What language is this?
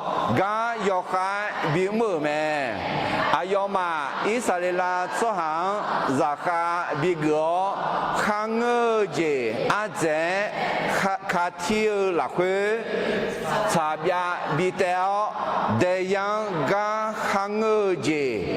Akha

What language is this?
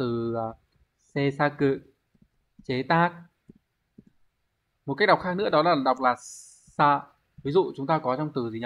Vietnamese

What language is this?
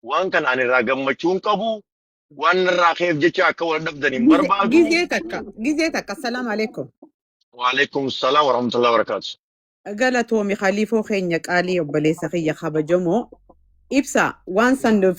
Oromo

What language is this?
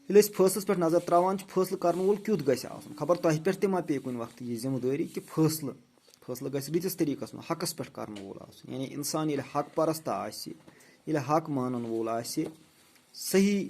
Kashmiri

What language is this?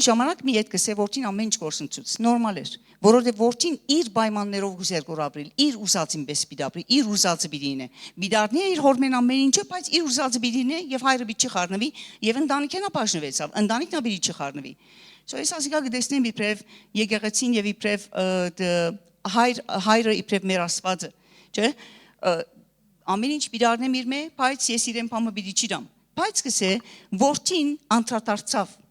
Western Armenian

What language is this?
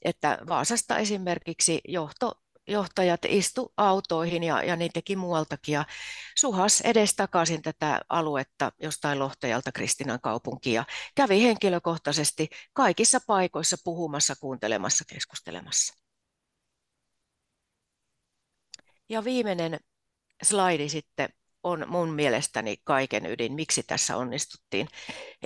Finnish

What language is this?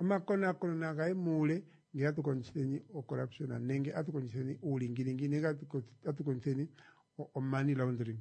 Kuanyama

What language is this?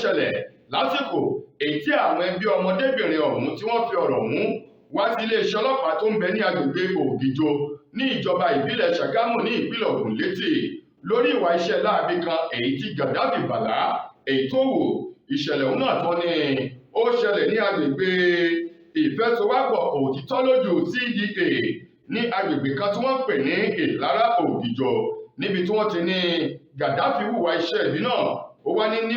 Yoruba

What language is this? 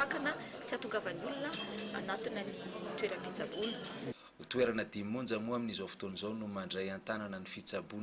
Malagasy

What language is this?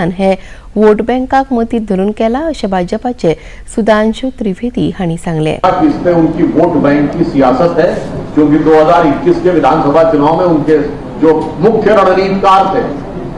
Konkani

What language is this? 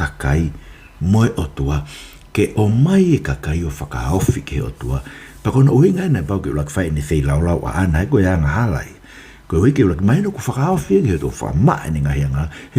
Tongan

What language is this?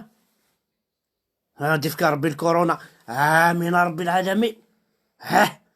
Kabyle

